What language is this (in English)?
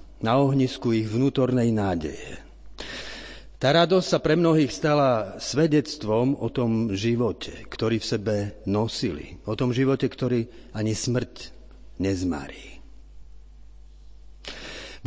Slovak